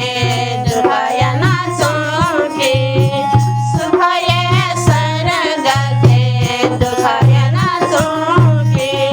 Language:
Newari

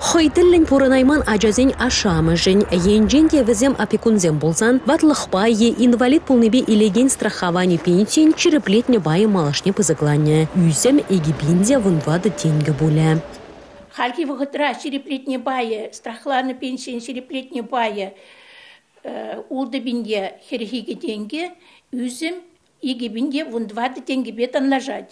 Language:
Chuvash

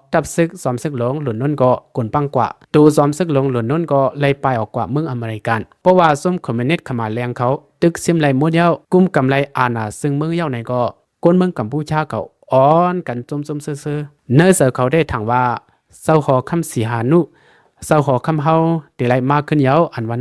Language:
Shan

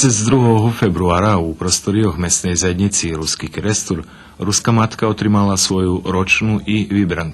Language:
Rusyn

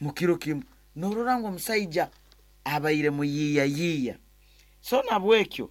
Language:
Nyankole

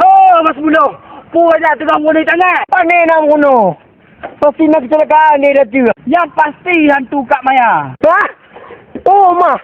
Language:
Achinese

